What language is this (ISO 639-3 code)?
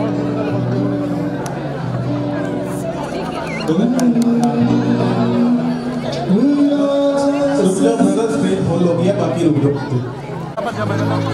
hin